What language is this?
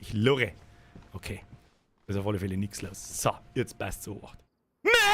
Bavarian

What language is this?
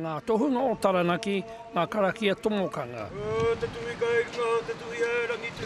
Māori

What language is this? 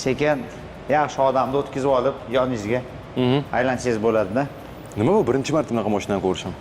Uzbek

